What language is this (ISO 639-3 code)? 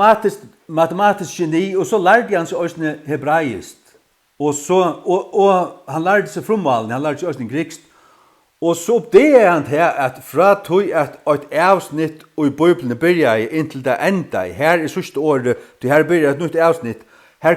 fao